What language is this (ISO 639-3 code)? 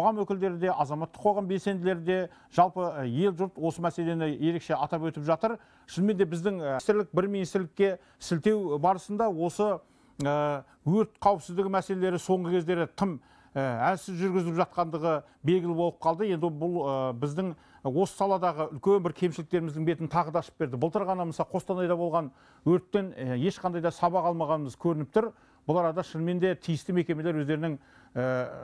kaz